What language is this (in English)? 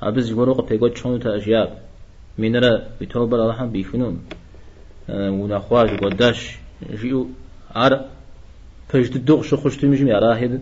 Kabardian